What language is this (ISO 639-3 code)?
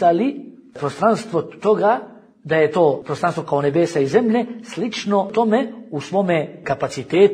bos